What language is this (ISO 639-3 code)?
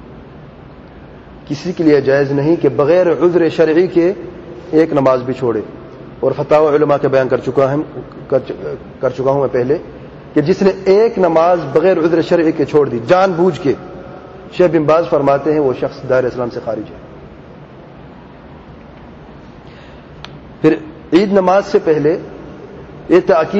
urd